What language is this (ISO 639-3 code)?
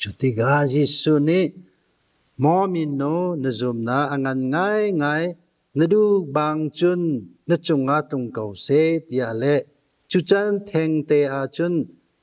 cnh